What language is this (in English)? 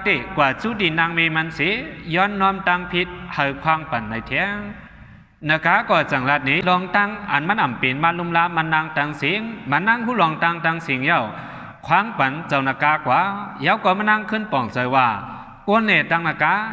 Shan